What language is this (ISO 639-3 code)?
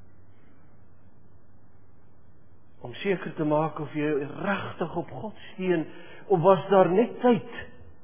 afr